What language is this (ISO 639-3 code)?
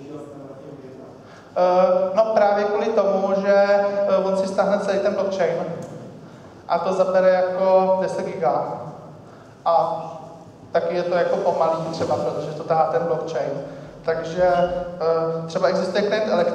ces